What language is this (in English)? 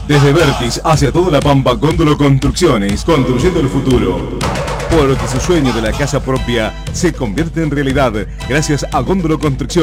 Spanish